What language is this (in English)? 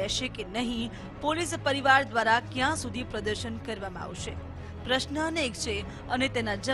Gujarati